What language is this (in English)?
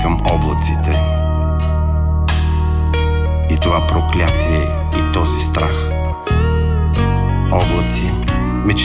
Bulgarian